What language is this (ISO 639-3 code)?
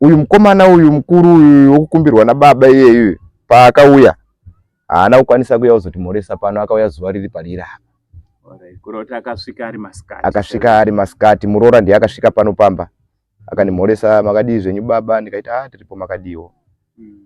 sna